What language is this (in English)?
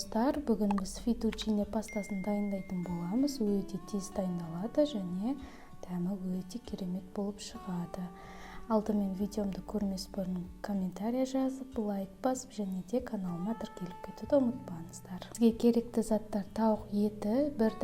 Kazakh